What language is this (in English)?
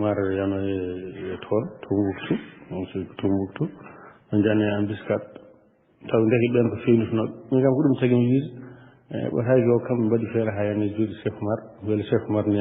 Fula